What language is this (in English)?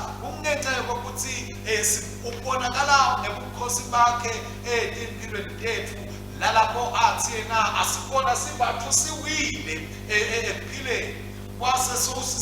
Swati